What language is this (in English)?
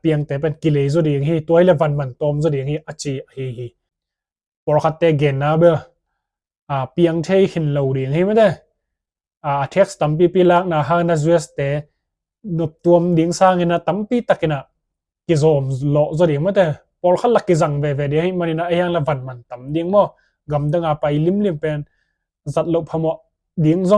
Tedim Chin